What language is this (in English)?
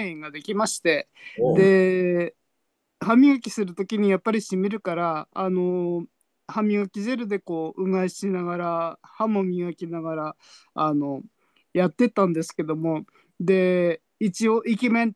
Japanese